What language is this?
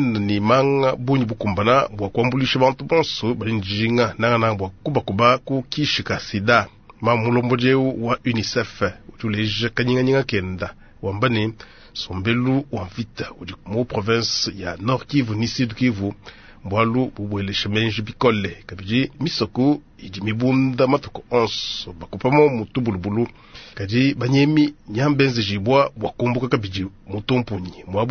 Luba-Lulua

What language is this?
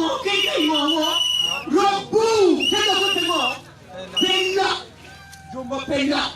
Acoli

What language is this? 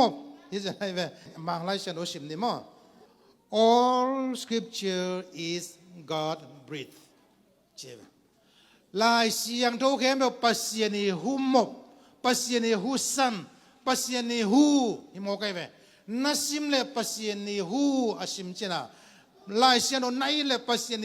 Tedim Chin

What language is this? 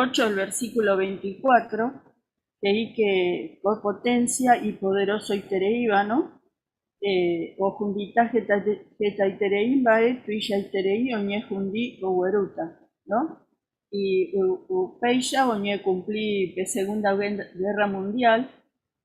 Guarani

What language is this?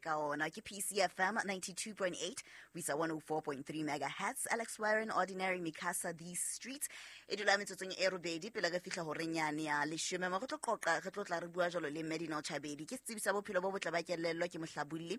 Southern Sotho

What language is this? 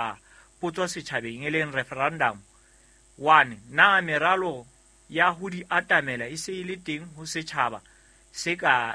Southern Sotho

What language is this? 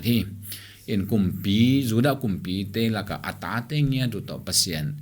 Tedim Chin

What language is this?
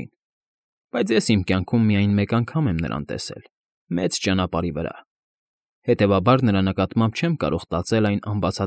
Armenian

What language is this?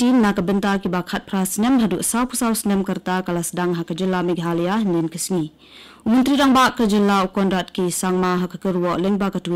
Khasi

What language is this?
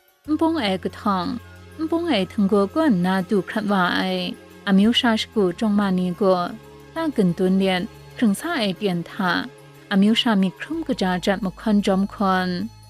Kachin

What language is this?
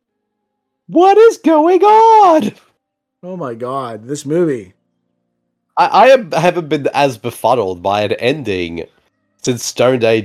English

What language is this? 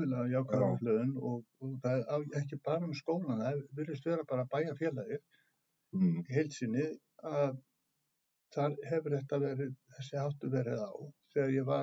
Icelandic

